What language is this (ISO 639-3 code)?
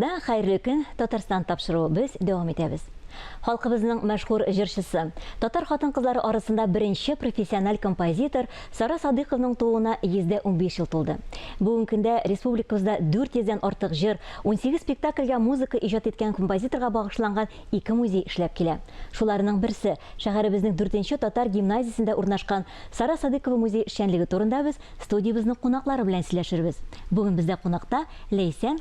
tat